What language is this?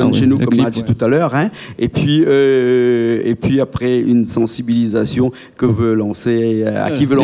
Réunion Creole French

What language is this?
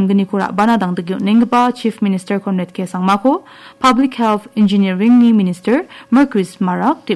Garo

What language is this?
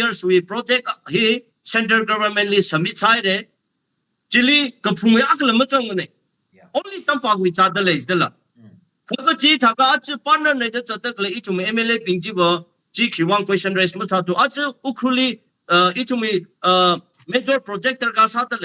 Tangkhul Naga (India)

